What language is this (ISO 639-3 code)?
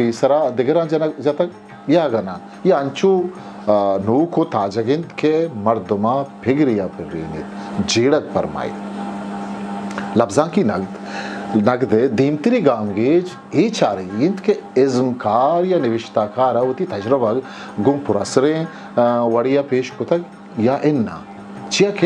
bgp